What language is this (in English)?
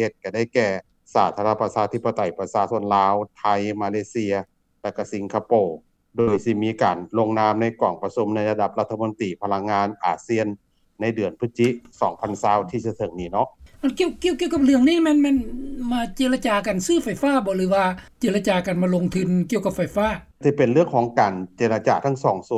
Lao